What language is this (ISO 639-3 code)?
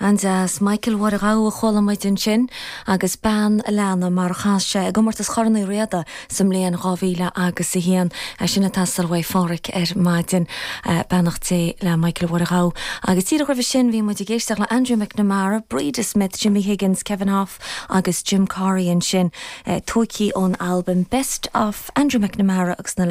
gle